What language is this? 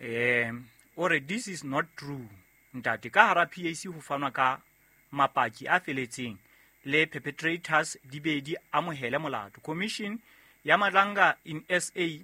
Southern Sotho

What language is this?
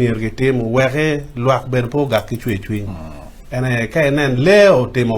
Acoli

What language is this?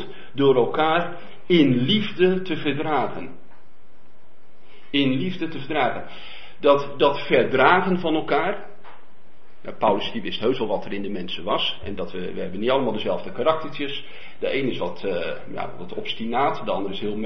Dutch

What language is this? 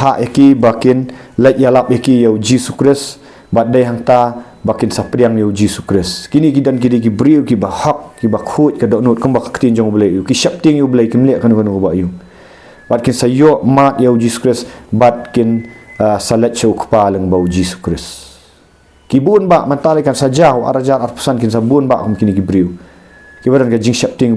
Khasi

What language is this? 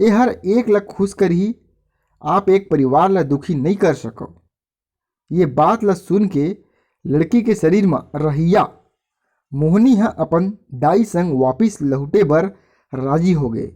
Chhattisgarhi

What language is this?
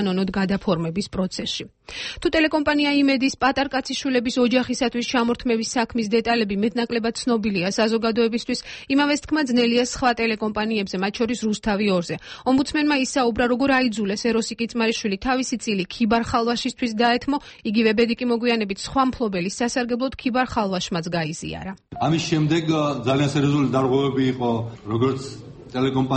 Georgian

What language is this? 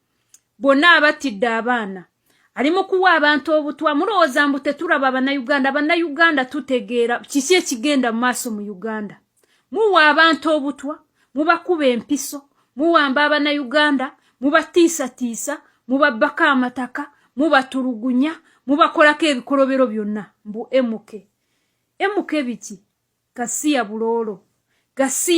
Ganda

